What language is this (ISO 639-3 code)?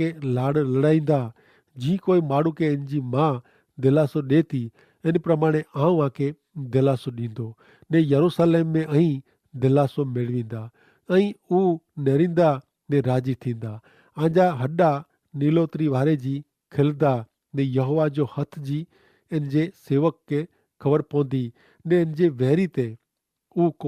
kfr